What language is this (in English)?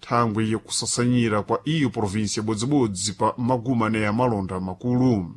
Sena